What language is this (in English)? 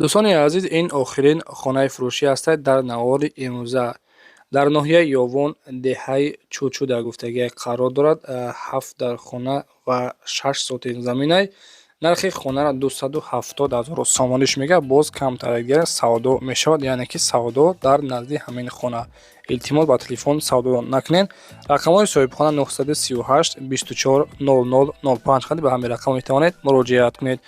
Tajik